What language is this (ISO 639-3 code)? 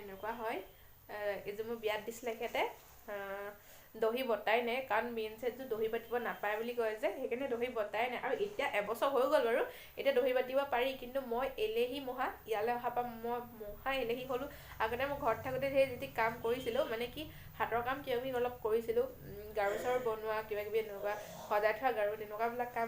asm